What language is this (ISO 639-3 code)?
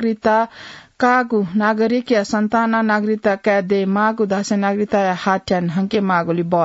new